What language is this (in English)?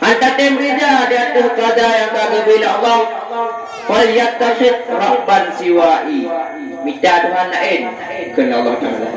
Achinese